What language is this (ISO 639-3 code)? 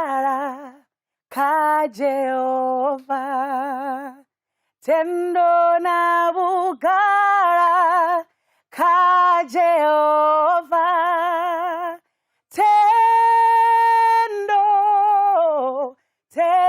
ven